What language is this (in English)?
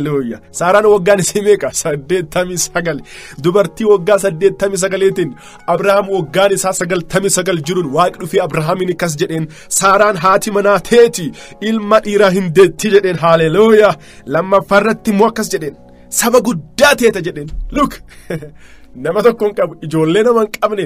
Oromo